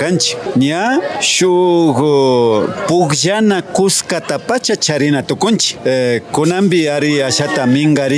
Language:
Imbabura Highland Quichua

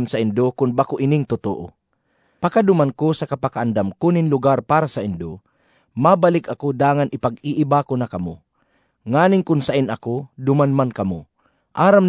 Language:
Bikol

